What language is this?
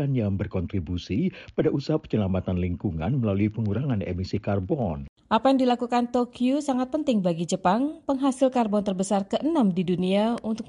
Indonesian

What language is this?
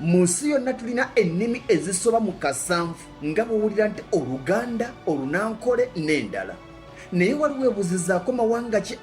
Ganda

